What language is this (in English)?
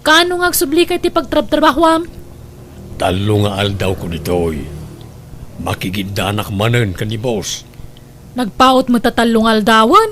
Iloko